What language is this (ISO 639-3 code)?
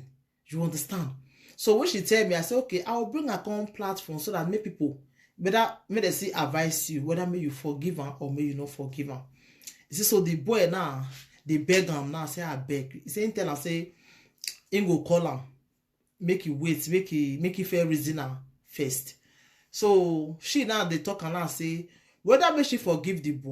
pcm